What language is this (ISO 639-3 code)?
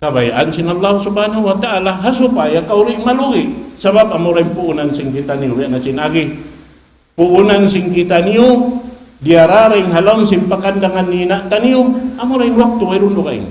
tsg